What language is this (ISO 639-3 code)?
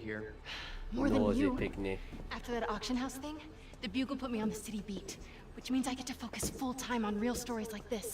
jam